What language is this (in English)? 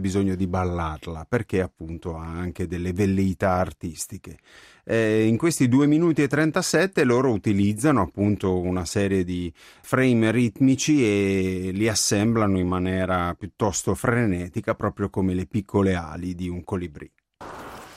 Italian